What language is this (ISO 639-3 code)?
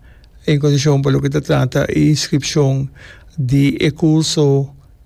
pap